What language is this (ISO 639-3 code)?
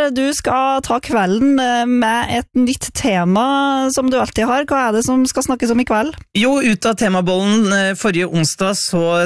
nor